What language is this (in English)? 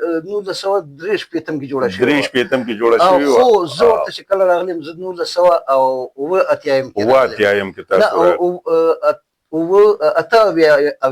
Pashto